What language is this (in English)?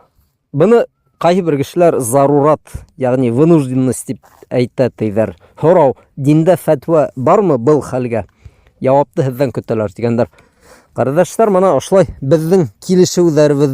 Bashkir